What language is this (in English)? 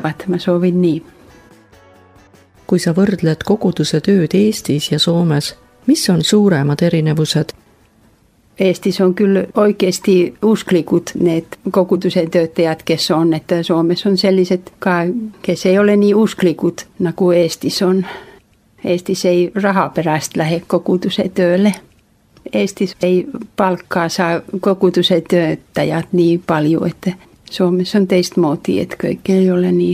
Estonian